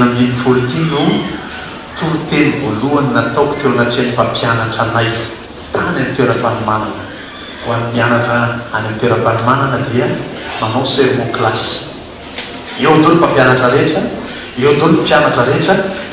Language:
Malagasy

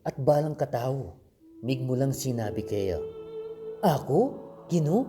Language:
Pampanga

